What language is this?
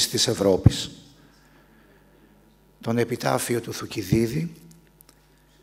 Greek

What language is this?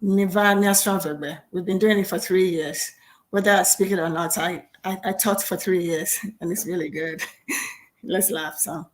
Ewe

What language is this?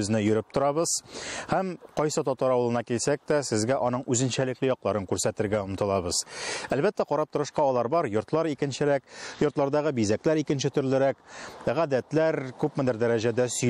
Tatar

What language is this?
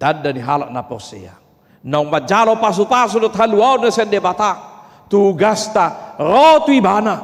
Batak Toba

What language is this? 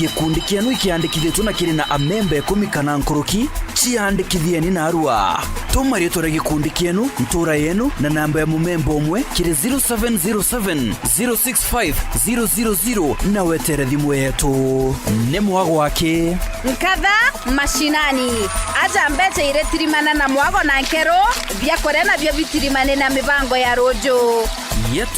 Meru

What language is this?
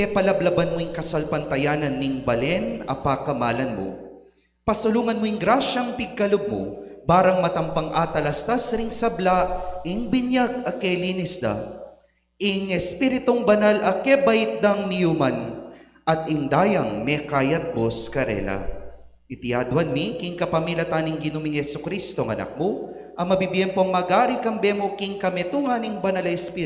Pampanga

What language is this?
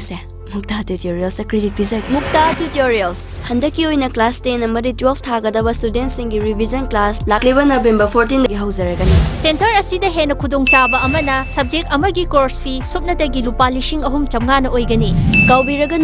Manipuri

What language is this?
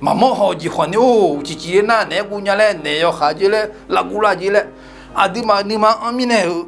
Akha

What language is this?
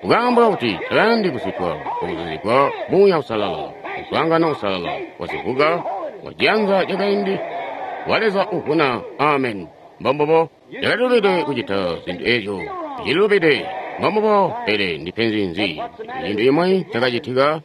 Tonga (Zambia)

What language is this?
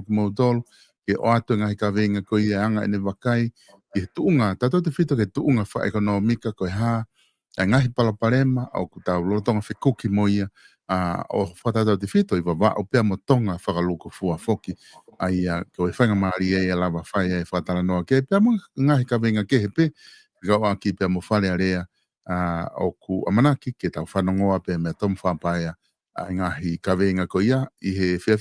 Tongan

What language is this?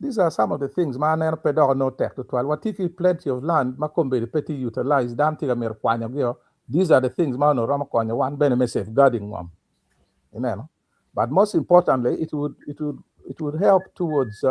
Acoli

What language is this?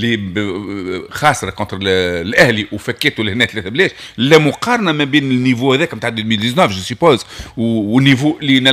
Tunisian Arabic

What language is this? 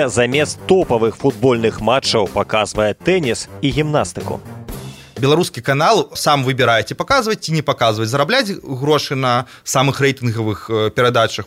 Belarusian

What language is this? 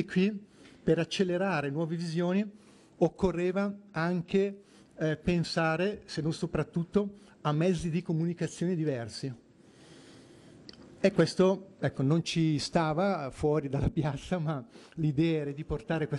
Italian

